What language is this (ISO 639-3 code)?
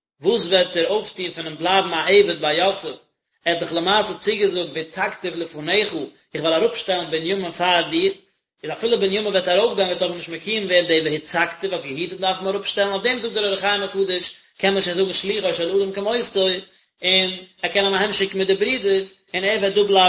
yid